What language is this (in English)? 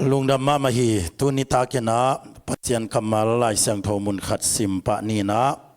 Tedim Chin